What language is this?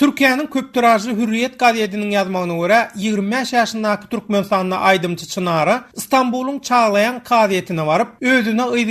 Turkmen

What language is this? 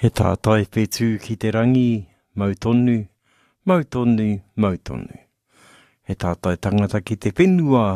Māori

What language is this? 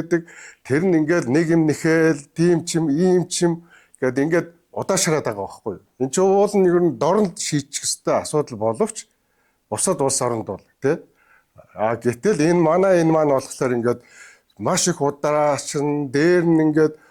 Mongolian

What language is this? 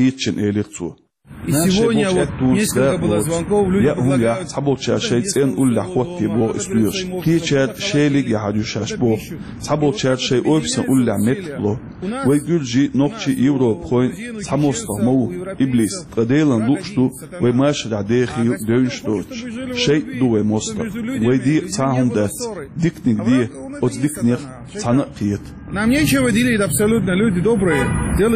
Chechen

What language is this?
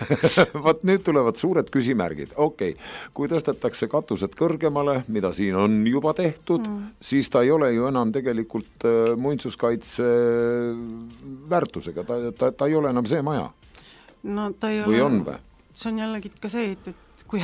Estonian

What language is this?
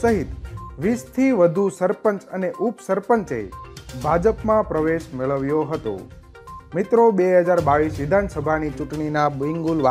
Gujarati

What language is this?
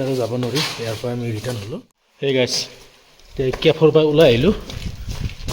Assamese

